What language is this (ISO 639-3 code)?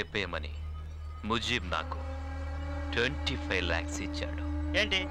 tel